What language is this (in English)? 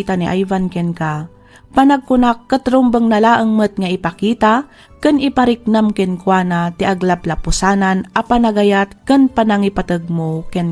Iloko